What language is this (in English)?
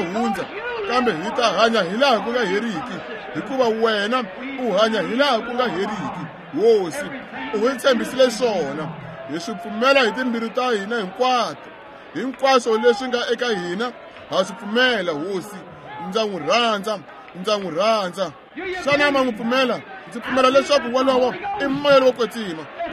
Tsonga